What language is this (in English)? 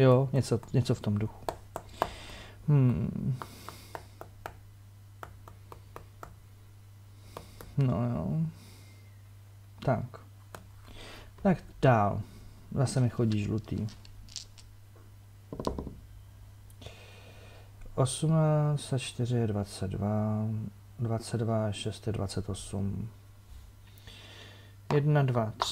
Czech